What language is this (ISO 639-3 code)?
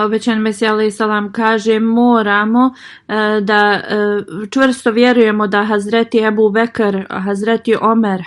bos